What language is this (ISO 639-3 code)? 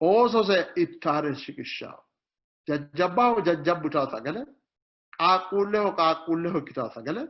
sid